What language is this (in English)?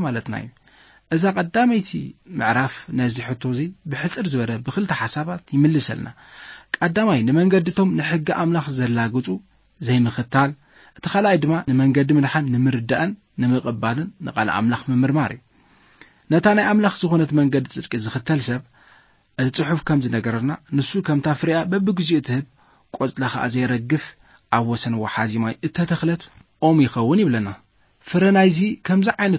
Tigrinya